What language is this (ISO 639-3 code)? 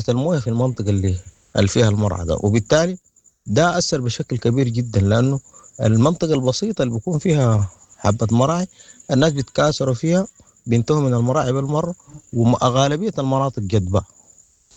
apd